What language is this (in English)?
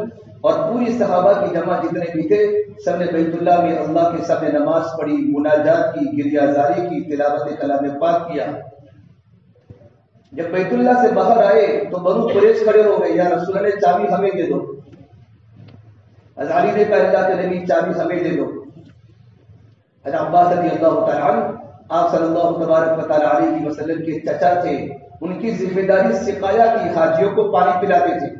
Urdu